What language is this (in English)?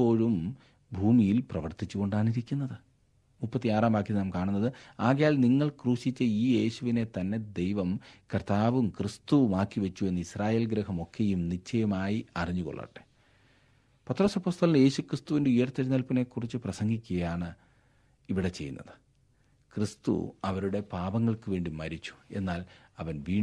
Malayalam